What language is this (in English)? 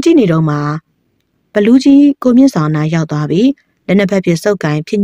Burmese